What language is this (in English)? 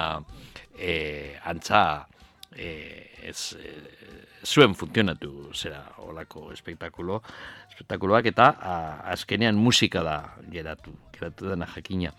Basque